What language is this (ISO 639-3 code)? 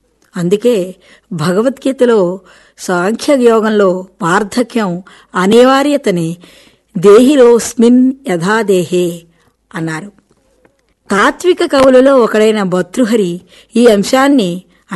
tel